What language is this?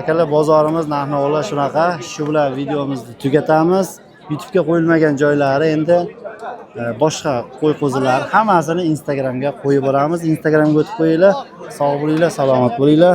Uzbek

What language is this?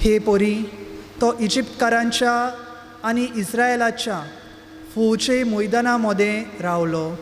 Konkani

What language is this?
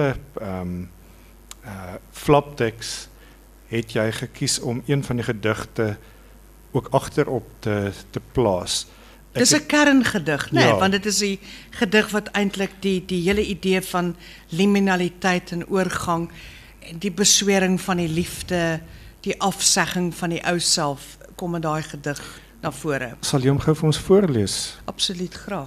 Afrikaans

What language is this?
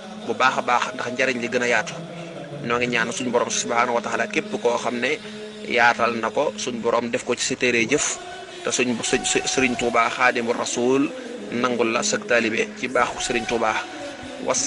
Wolof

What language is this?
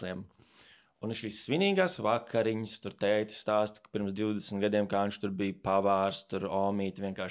Latvian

